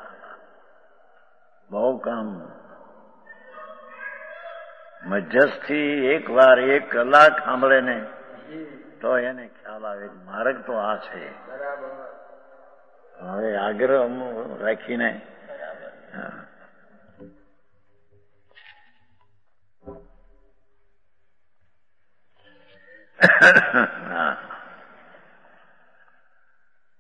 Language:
Gujarati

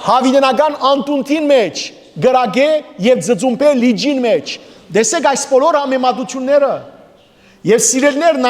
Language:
Western Armenian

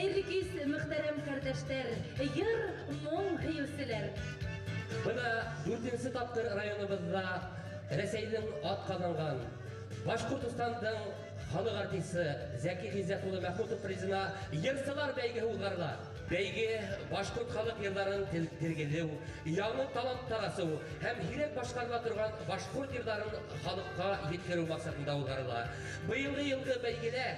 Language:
Bashkir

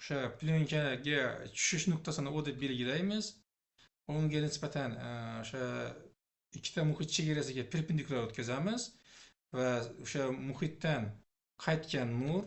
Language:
Uzbek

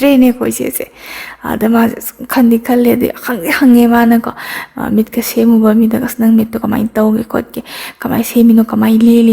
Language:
Manipuri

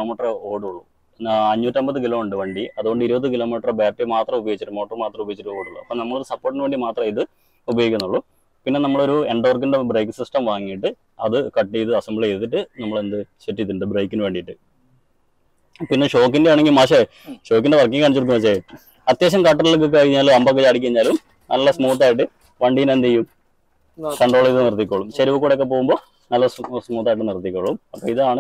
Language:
Malayalam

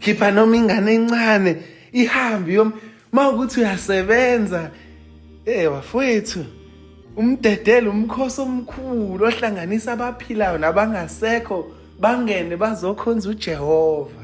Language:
Zulu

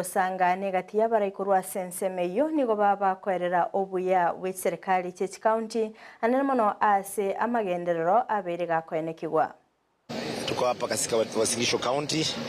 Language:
Gusii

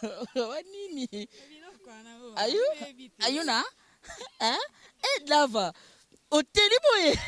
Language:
Lingala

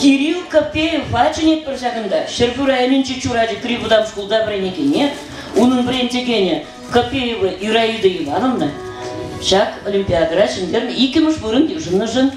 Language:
Chuvash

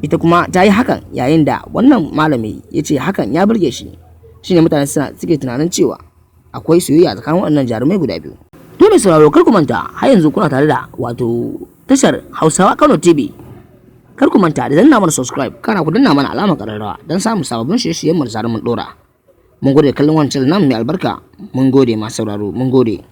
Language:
Hausa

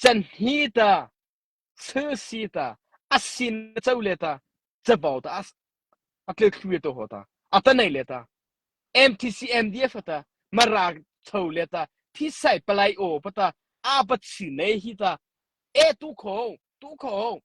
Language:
Mara Chin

